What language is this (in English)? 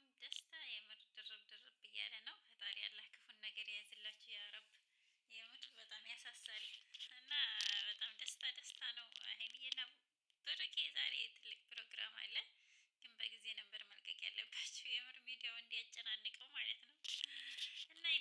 Amharic